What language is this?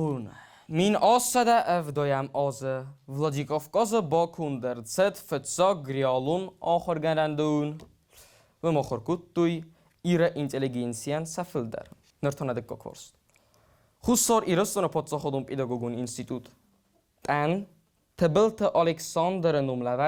Ossetic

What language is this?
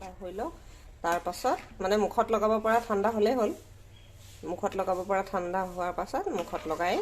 Assamese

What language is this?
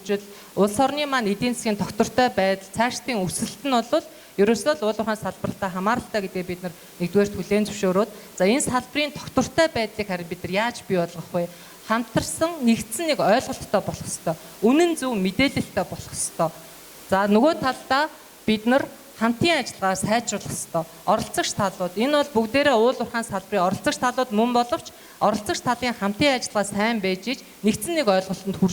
Mongolian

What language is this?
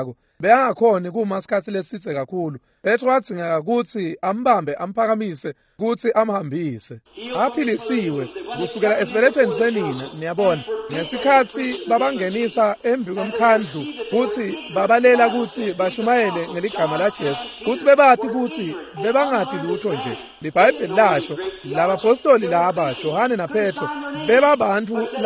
Swati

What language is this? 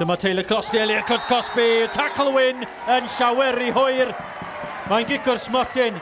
Welsh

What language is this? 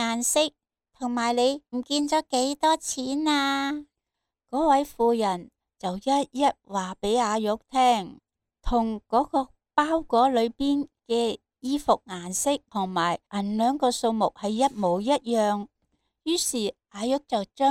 Cantonese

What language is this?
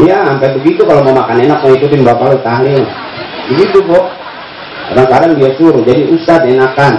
Betawi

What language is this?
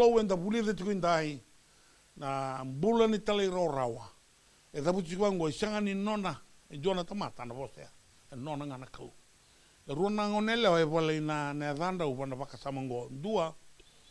Fijian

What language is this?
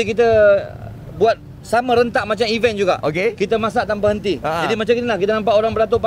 Malay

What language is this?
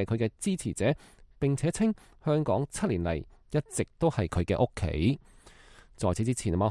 Cantonese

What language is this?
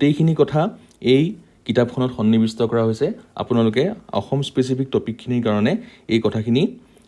Assamese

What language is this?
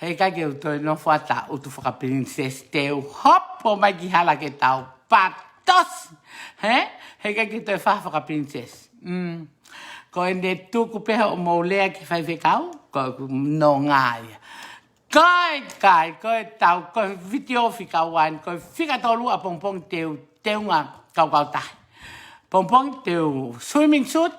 Tongan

